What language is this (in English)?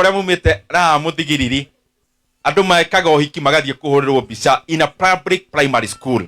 Kikuyu